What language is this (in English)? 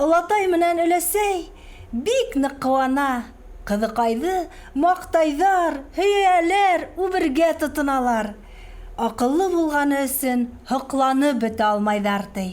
Bashkir